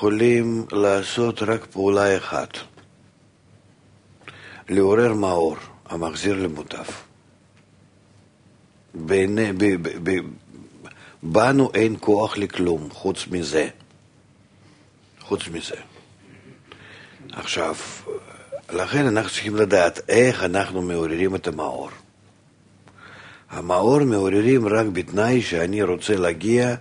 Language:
Hebrew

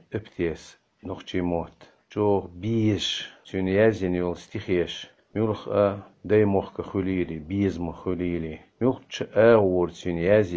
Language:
Chechen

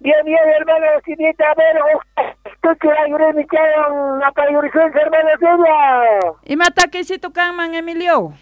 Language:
South Bolivian Quechua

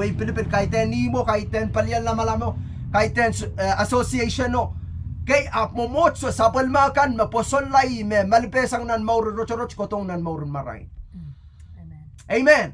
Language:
Pohnpeian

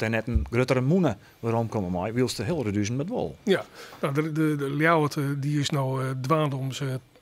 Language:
Western Frisian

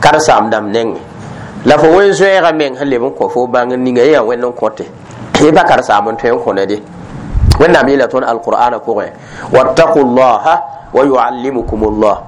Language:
Mossi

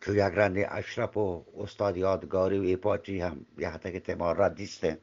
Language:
Eastern Balochi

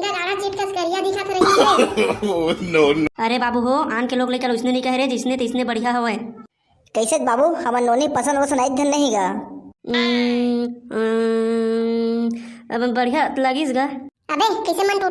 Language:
Chhattisgarhi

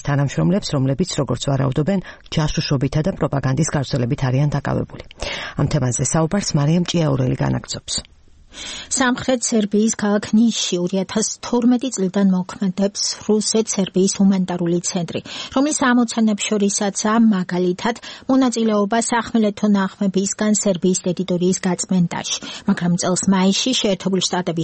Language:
Georgian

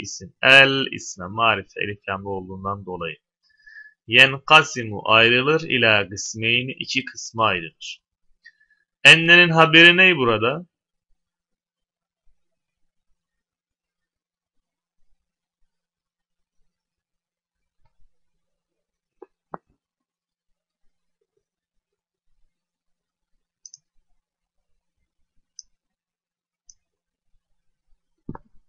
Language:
Turkish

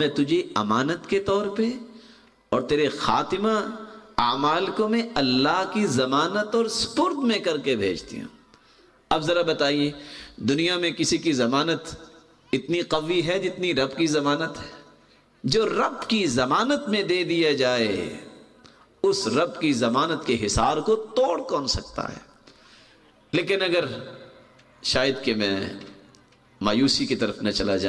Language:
Urdu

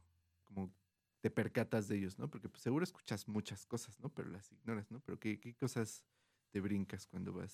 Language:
Spanish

